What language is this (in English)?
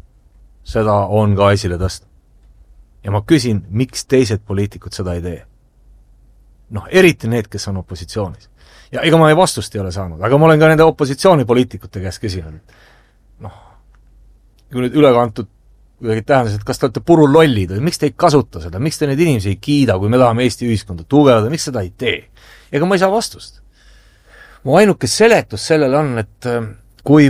Estonian